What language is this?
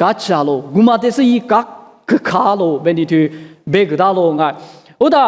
Lisu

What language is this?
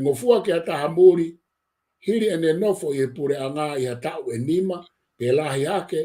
Tongan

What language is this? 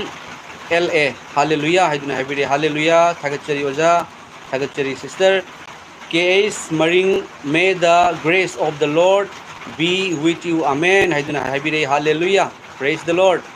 Manipuri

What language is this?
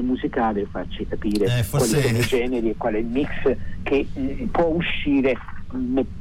Italian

